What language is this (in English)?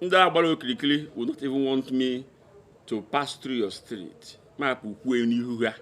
Igbo